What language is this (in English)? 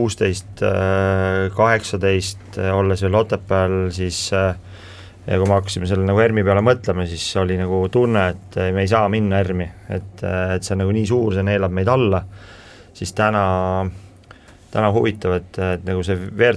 Estonian